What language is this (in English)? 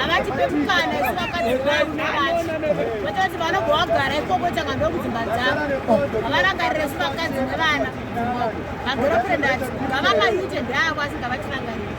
Shona